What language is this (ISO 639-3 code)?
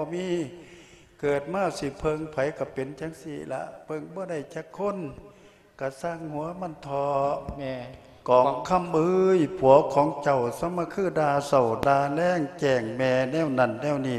lao